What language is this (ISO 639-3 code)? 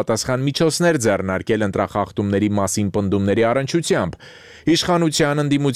hye